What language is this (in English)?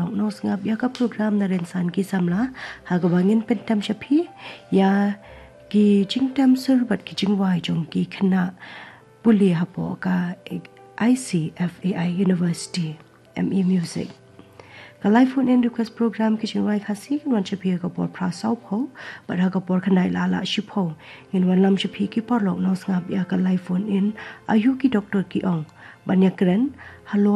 Khasi